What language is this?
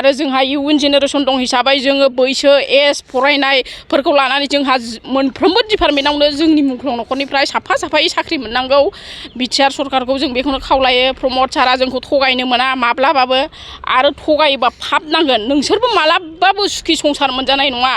Bodo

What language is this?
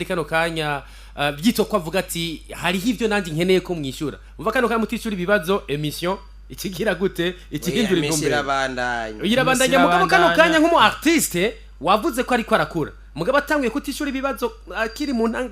Rundi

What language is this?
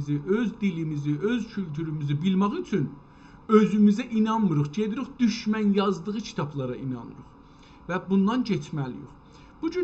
South Azerbaijani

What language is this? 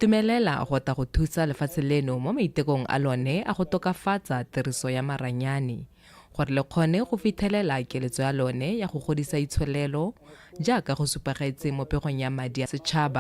Tswana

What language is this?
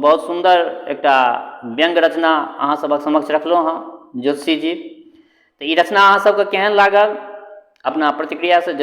Maithili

